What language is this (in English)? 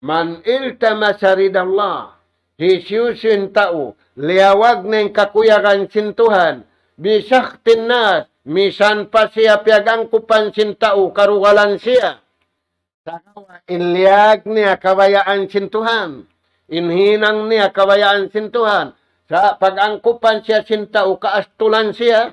Tausug